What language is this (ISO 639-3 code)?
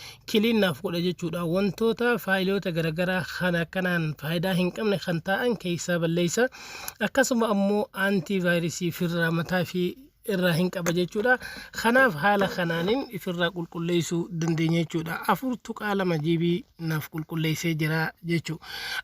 orm